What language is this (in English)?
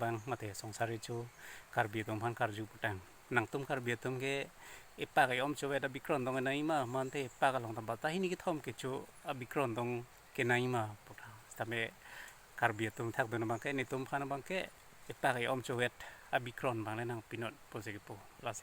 Karbi